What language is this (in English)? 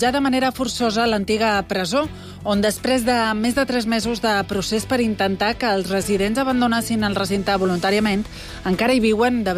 Catalan